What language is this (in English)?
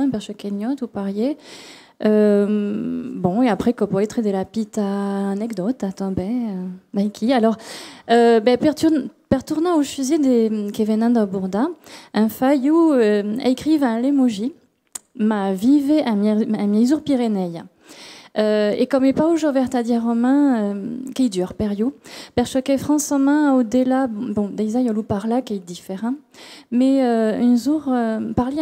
Occitan